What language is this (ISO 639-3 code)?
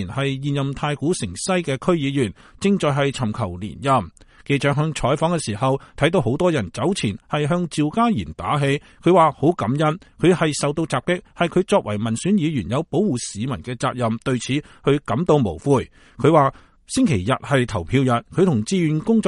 yue